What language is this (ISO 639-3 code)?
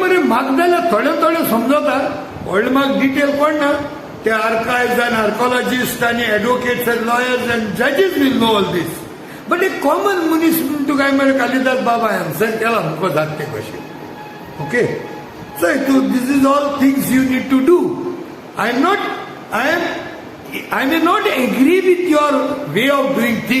kok